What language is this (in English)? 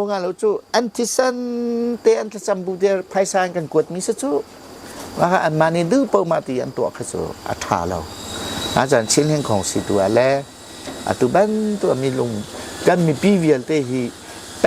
Hakha Chin